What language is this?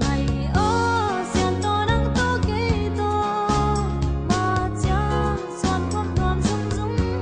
Tedim Chin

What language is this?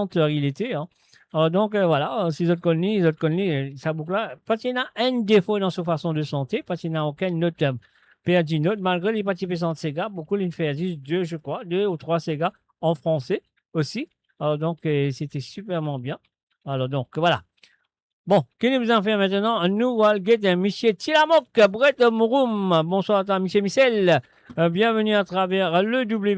Morisyen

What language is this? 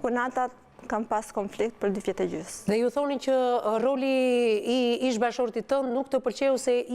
Albanian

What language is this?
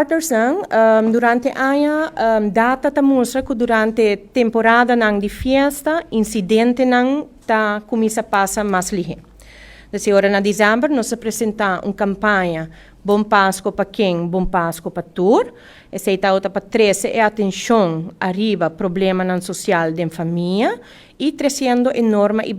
Papiamento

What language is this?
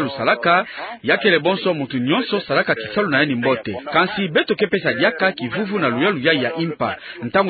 Kituba (Democratic Republic of Congo)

